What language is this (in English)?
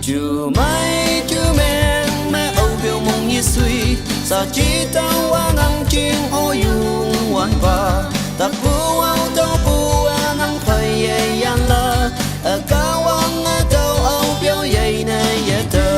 Naga Pidgin